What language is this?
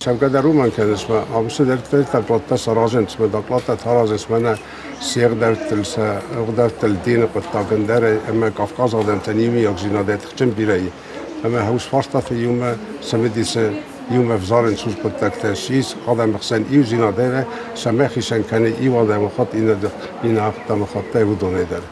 Ossetic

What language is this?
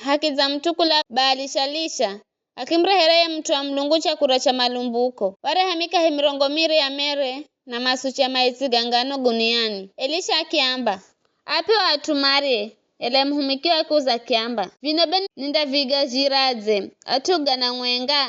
Giryama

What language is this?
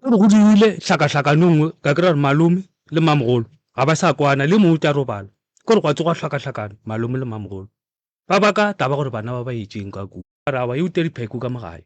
Northern Sotho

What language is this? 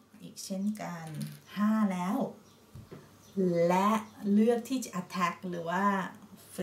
Thai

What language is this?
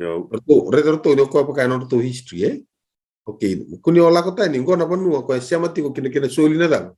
Fijian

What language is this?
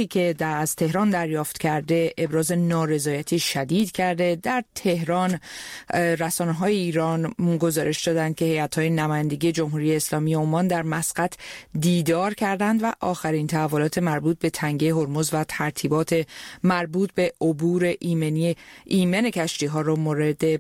Persian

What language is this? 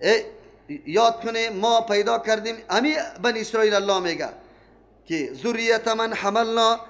Persian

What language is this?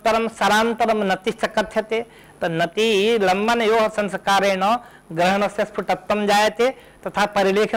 Sanskrit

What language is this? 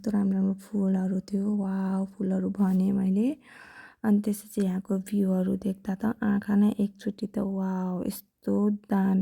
Nepali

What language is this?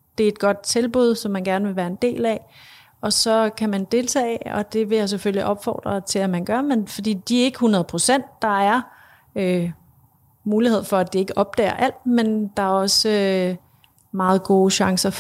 Danish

